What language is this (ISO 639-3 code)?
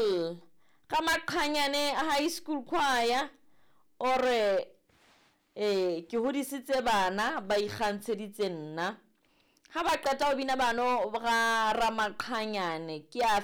sot